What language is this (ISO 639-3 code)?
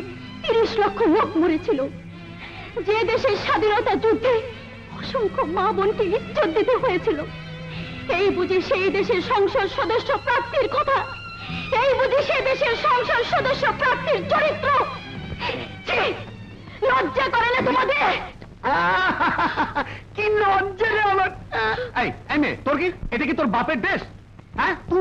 ben